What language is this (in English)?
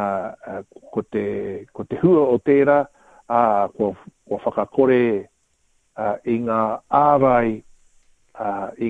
Māori